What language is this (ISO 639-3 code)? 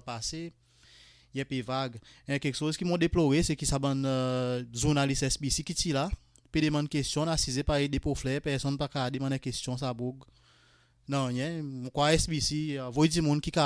crs